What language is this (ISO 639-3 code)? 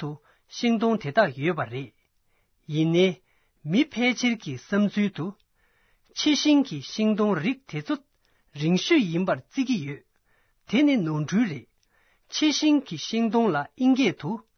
bod